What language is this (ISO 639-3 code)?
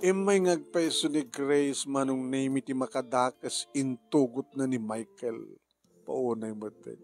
ilo